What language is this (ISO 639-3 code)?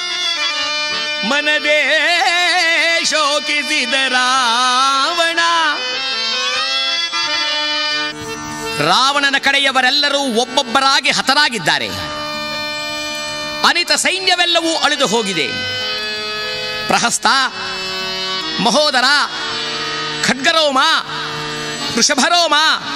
kan